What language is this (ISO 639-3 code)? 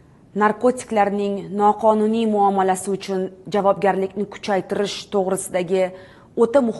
uzb